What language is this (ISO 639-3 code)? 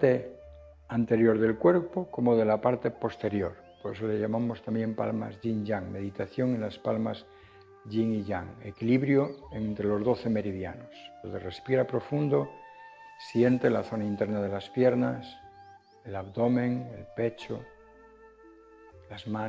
spa